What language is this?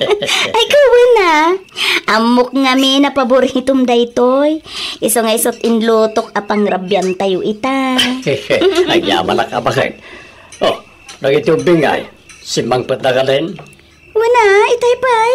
Iloko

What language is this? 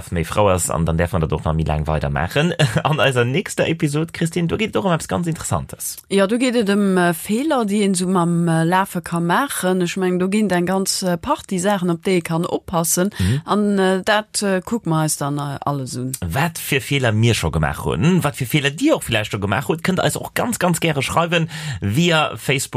Luxembourgish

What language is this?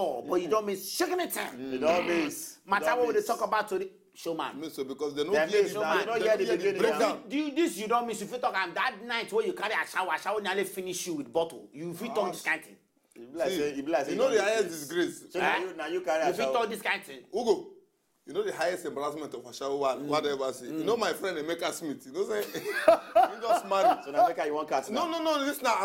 Nigerian Pidgin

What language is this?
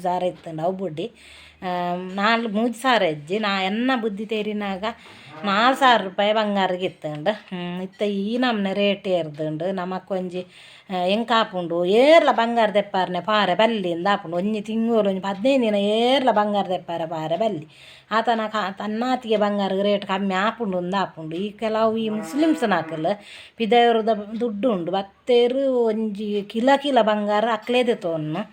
Tulu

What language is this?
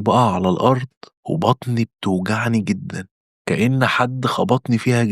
Egyptian Arabic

